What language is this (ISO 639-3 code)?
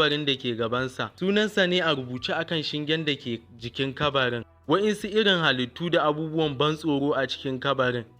hau